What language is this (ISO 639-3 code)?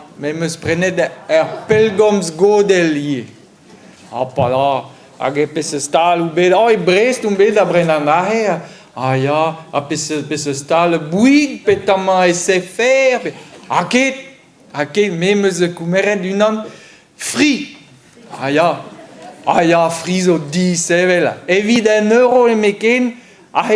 bre